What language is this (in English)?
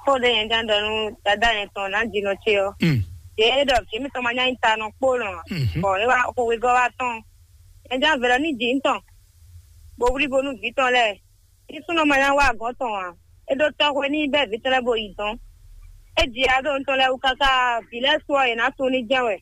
Fon